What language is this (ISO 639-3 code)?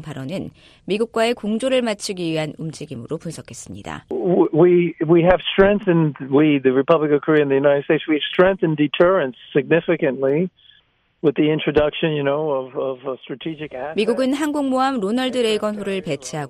kor